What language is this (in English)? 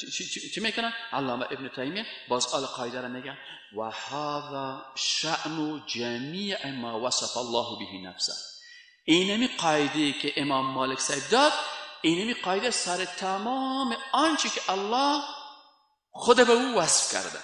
Persian